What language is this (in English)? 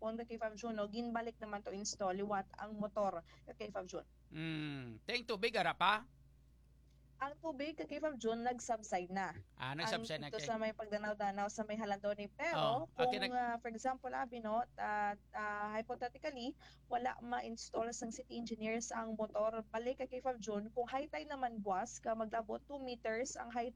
Hiligaynon